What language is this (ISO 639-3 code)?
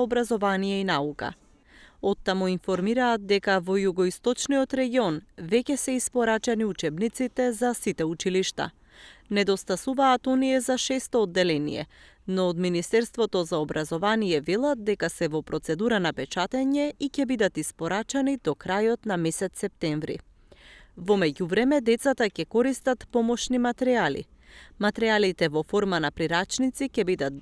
mkd